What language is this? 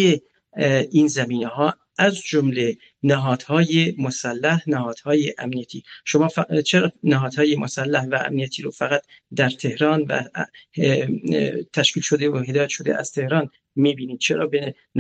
Persian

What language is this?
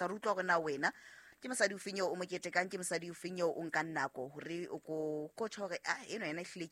Southern Sotho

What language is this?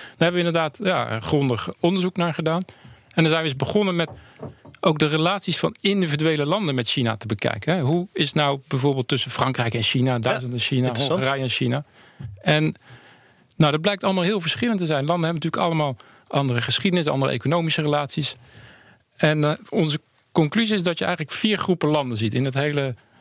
Dutch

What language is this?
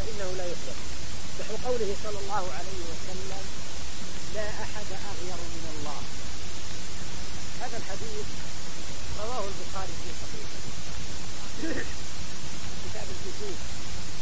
Arabic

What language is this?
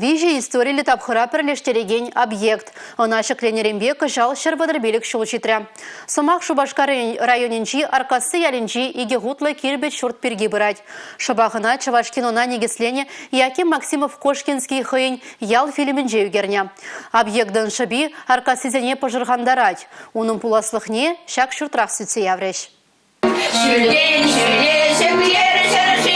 Chuvash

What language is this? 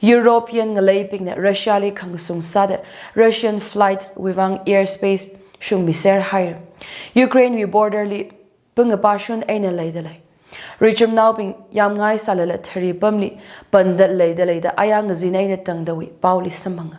Tangkhul Naga (India)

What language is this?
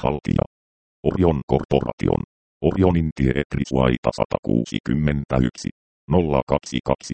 Finnish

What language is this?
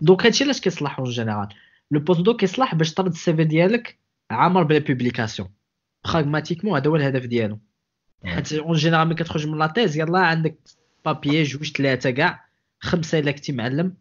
Moroccan Arabic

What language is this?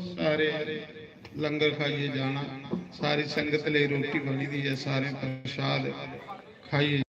Dogri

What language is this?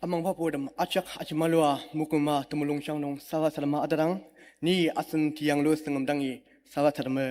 Ao Naga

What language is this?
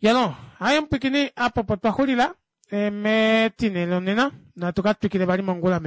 Kuanyama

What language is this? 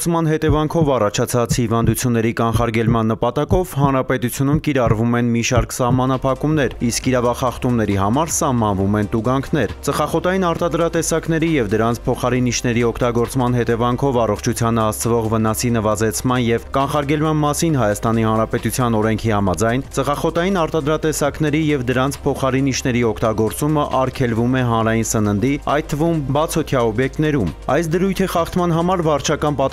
Armenian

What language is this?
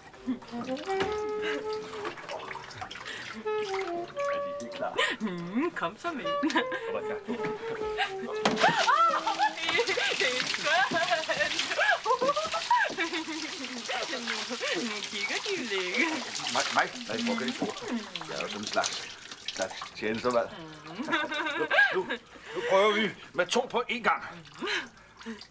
Danish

